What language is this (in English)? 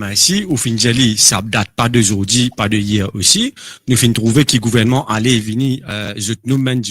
Morisyen